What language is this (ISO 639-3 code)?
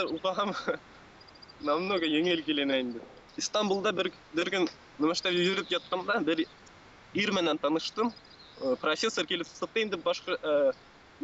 bak